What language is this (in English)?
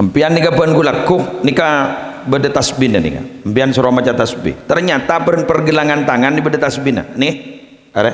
Madurese